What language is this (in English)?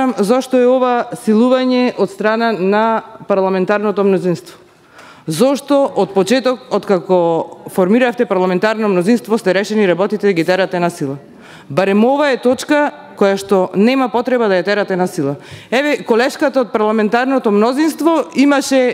Macedonian